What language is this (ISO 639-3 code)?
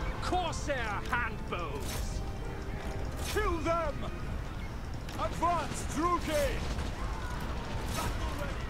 por